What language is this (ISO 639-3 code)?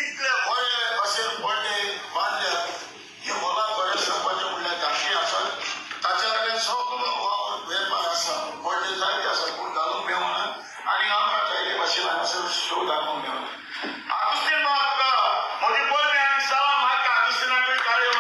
kok